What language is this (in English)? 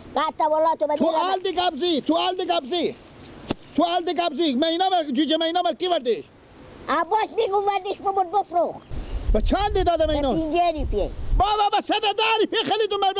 Persian